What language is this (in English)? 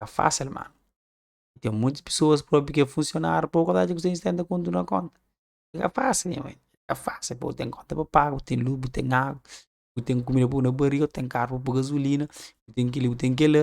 Kabuverdianu